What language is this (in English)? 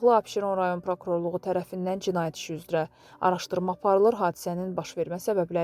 Azerbaijani